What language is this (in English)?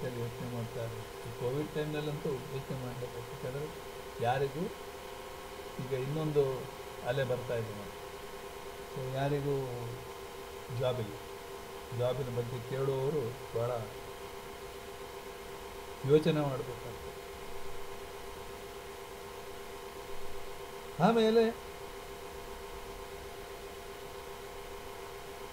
Kannada